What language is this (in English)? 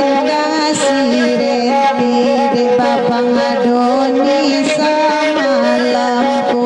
Minangkabau